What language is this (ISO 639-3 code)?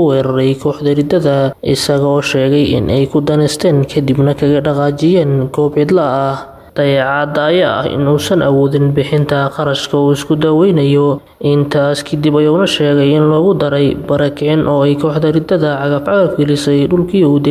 som